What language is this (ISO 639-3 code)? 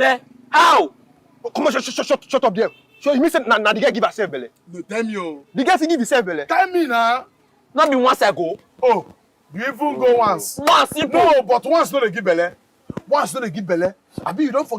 pcm